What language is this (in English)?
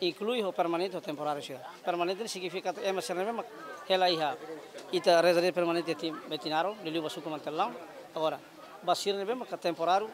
Tetum